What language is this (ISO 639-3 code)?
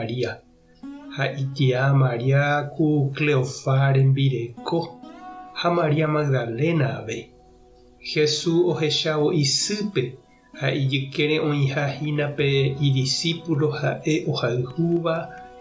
grn